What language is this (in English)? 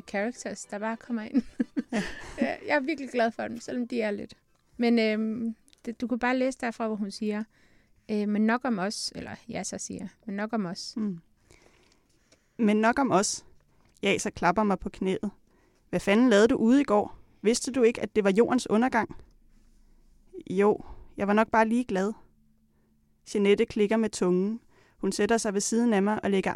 Danish